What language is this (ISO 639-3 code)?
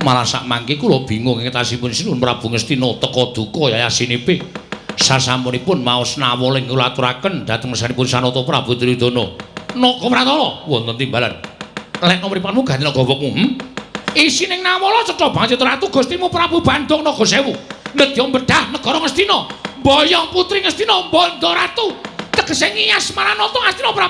jav